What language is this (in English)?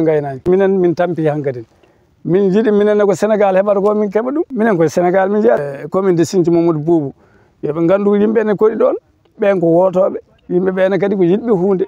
Fula